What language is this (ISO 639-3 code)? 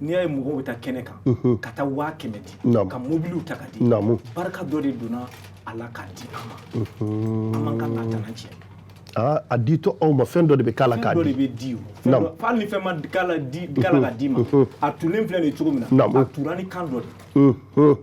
bam